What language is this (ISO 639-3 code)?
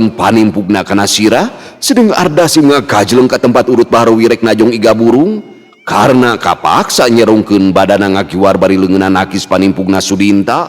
sun